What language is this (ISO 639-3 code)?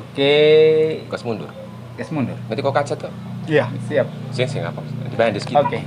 abs